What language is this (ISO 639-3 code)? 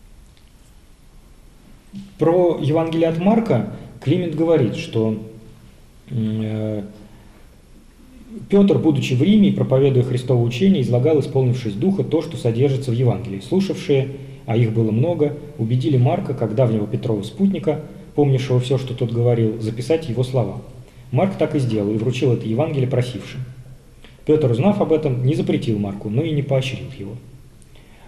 rus